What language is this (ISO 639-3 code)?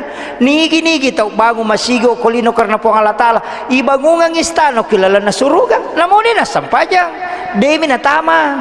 bug